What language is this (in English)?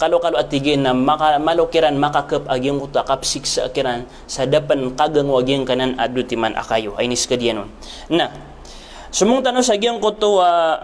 Maranao